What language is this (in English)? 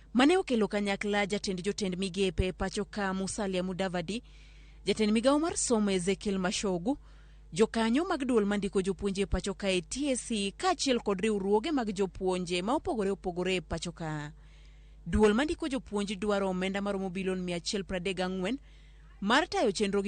Luo (Kenya and Tanzania)